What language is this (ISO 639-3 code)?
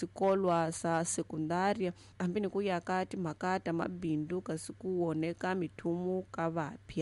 tso